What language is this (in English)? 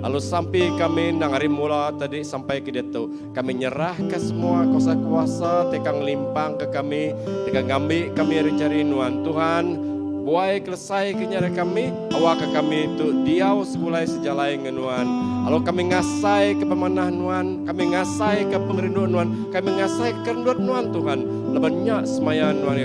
Iban